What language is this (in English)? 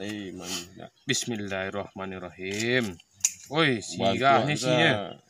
Minangkabau